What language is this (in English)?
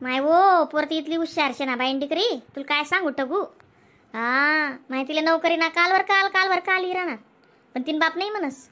Khandesi